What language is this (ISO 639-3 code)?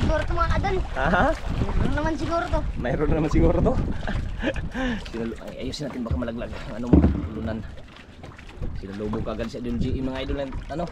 fil